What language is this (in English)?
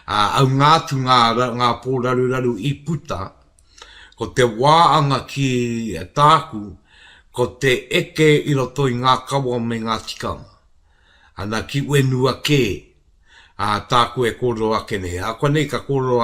Māori